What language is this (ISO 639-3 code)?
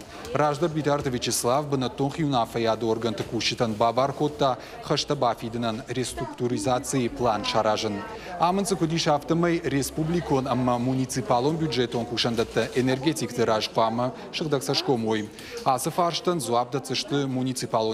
oss